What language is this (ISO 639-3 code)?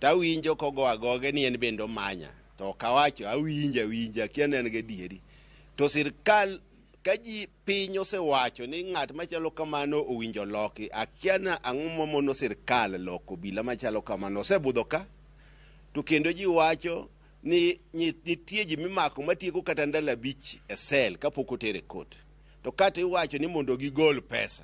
luo